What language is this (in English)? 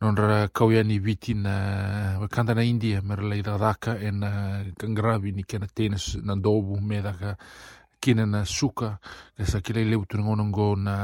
Fijian